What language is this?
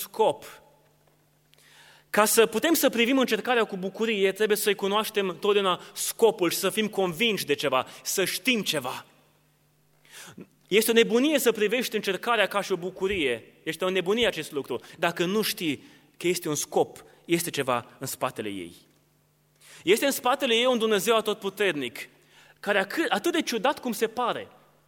Romanian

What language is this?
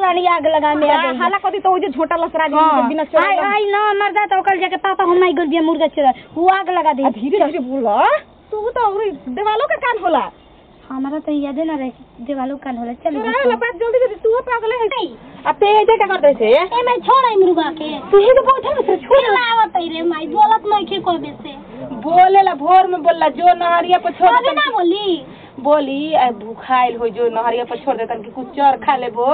Bhojpuri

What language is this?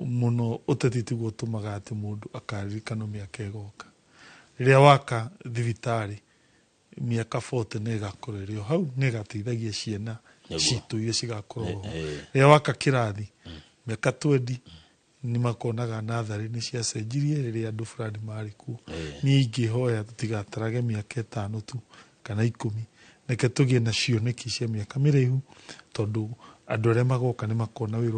Kikuyu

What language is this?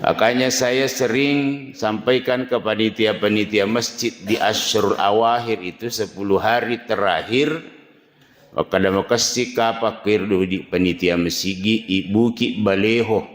Buginese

